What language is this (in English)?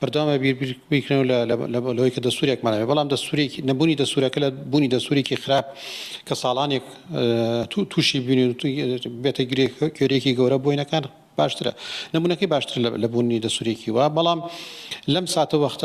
Central Kurdish